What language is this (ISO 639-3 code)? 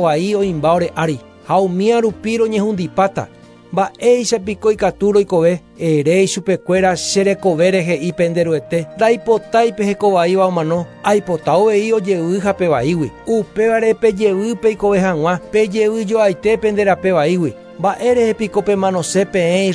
grn